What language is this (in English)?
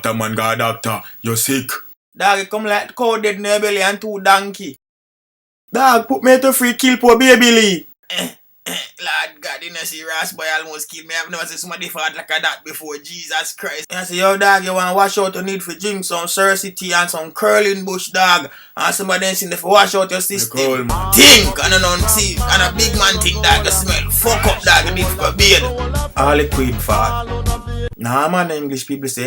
Jamaican Creole English